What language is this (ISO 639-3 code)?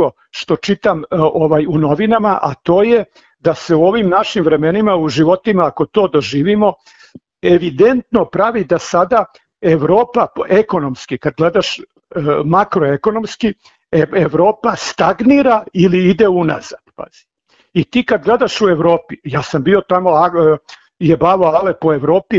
srp